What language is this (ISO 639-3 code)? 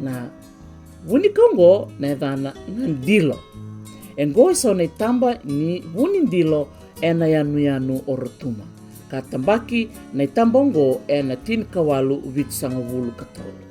fij